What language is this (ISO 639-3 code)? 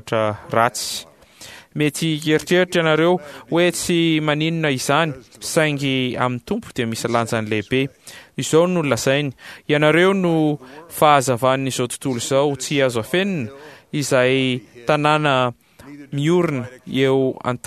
mlg